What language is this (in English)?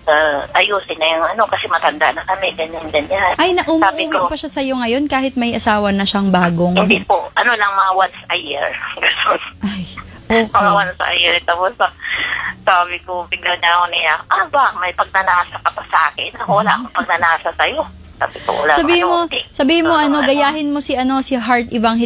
Filipino